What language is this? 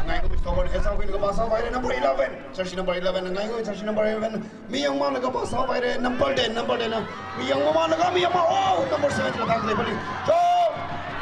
Tangkhul Naga (India)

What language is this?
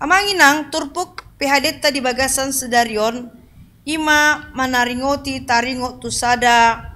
Batak Toba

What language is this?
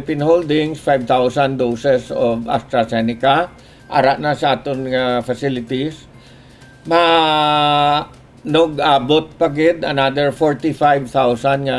Hiligaynon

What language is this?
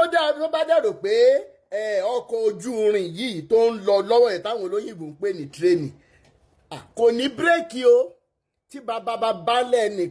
Yoruba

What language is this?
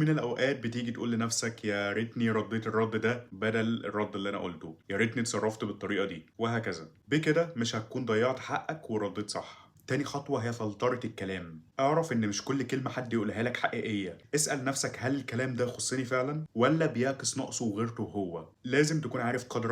Egyptian Arabic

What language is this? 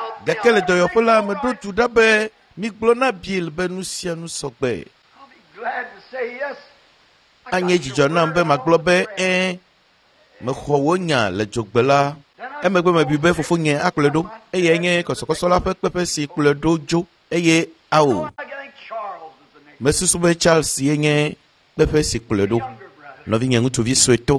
Ewe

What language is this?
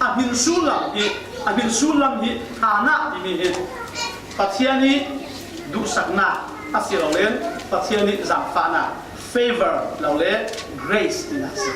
Falam Chin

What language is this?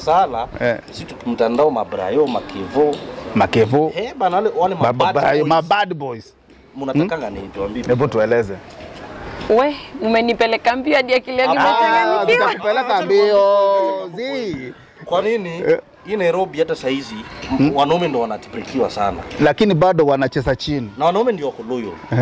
Swahili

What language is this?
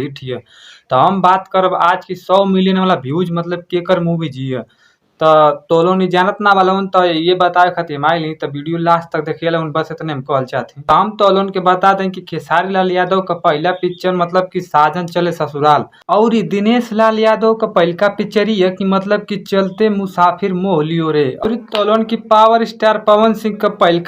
Bhojpuri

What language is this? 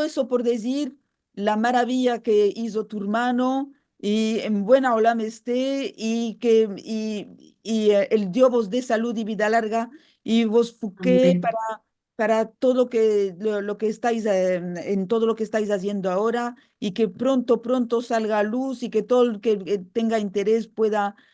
Ladino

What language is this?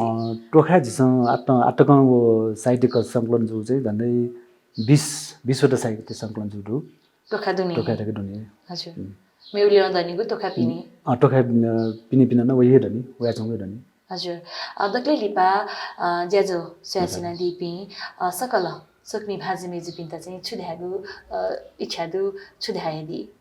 Newari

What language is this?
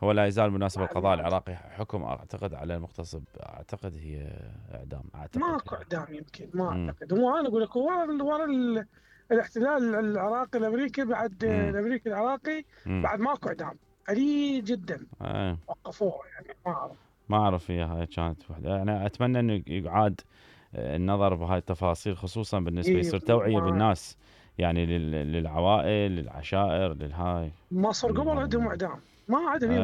Mesopotamian Arabic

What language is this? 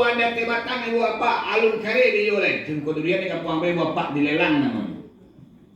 Minangkabau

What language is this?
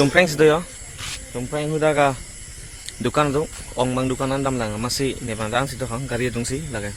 Karbi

